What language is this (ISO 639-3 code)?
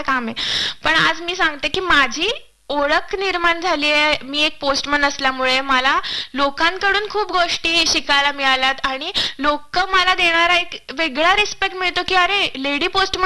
mar